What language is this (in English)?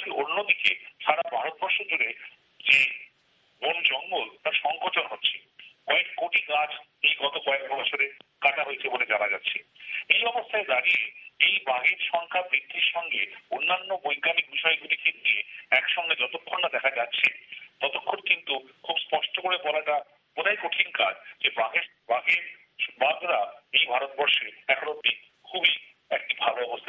Bangla